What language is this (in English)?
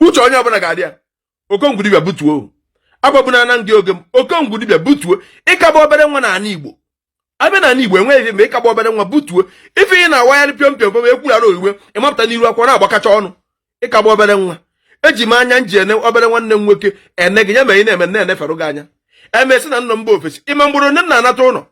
Igbo